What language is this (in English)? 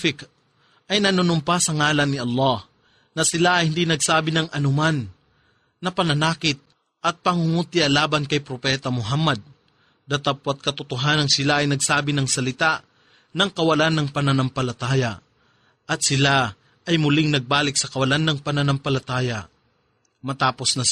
Filipino